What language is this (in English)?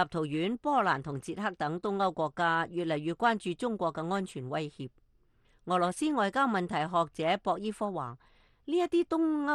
Cantonese